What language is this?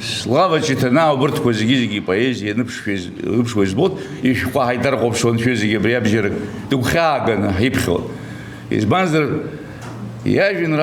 Abkhazian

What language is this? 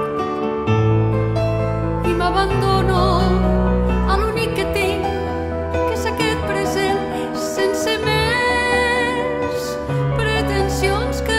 Catalan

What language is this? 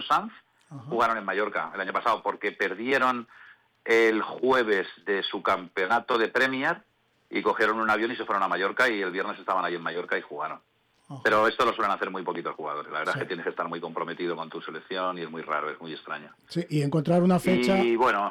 Spanish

